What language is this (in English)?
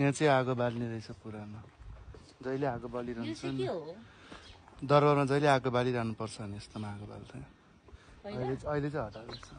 Nepali